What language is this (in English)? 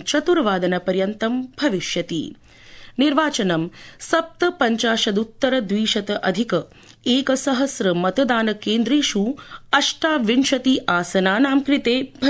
Sanskrit